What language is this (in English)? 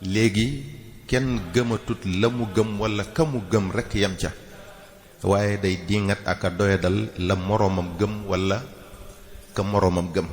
Wolof